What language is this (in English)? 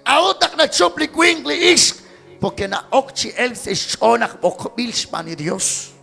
Kekchí